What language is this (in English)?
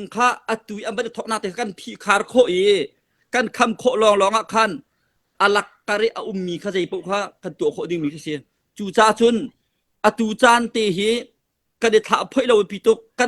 Hakha Chin